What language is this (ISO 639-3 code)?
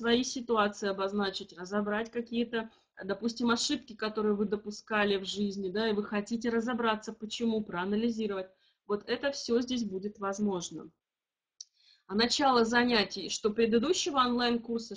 rus